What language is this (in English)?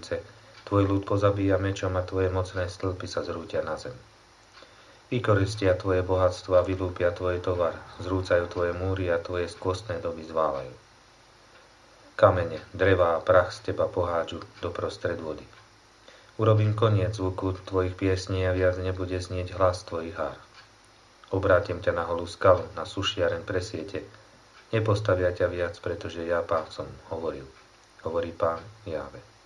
Slovak